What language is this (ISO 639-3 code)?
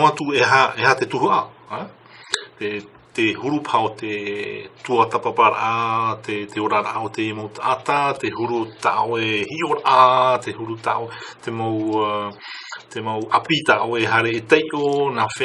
tah